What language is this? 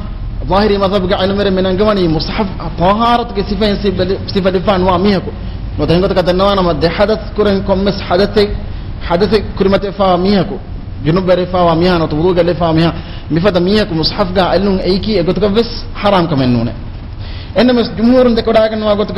Divehi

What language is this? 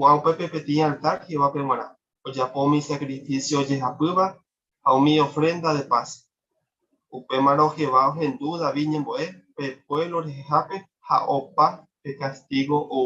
Guarani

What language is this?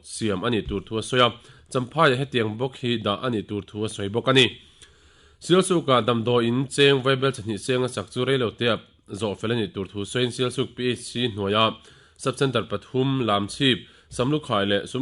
Mizo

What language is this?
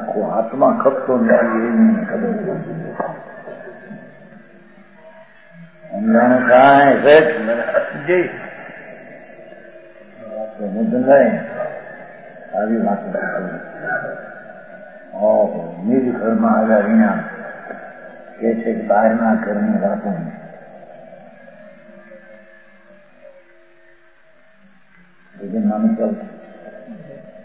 Gujarati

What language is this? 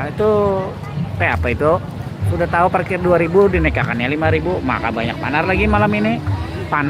Banjar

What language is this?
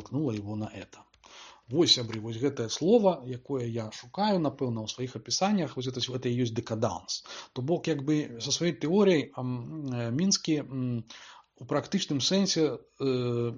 Belarusian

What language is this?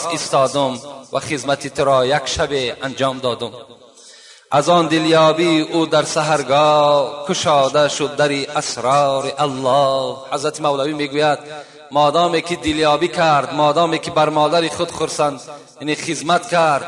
Tajik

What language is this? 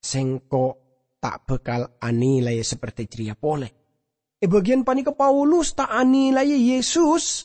Madurese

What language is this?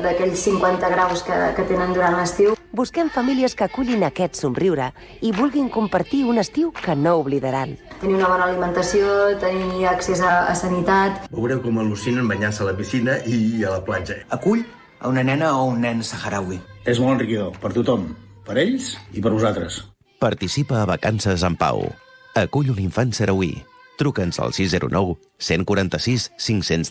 Catalan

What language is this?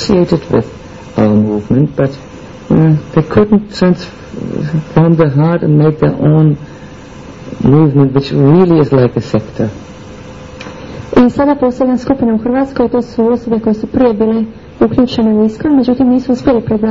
Croatian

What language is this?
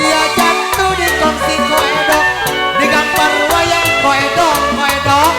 Betawi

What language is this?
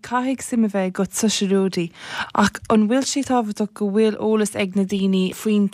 Irish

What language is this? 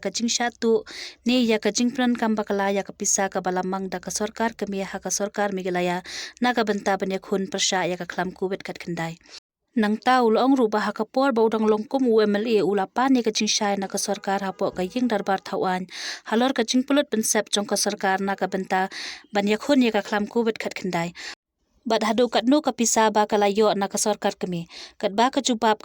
Khasi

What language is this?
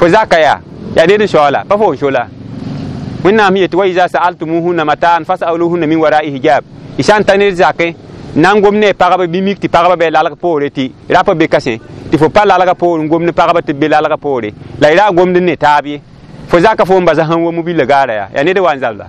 Mossi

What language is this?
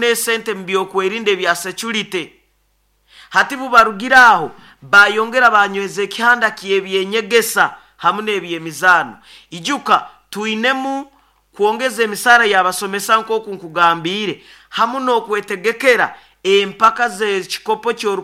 Nyoro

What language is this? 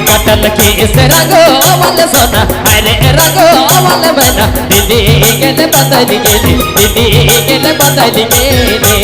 Sadri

